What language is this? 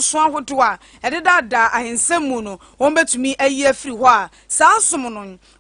Akan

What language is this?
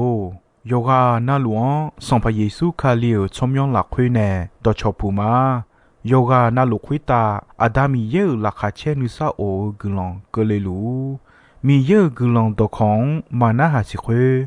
Akha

